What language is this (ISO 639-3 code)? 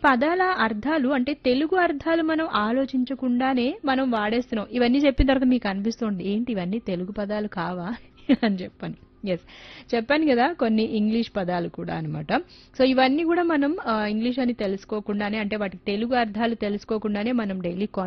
tel